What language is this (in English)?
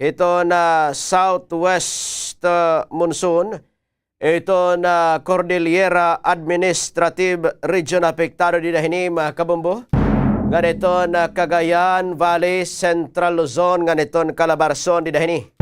Waray